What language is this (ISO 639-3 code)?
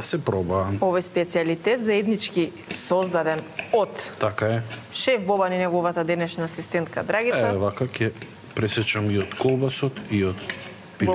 mkd